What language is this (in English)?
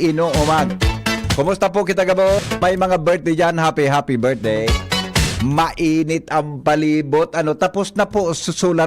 Bikol